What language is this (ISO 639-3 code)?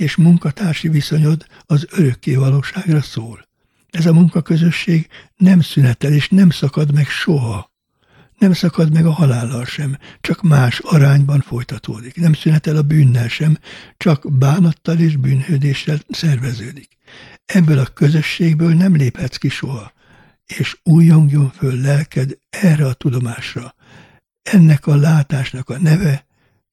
hun